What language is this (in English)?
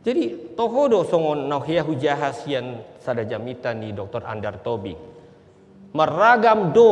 Batak Toba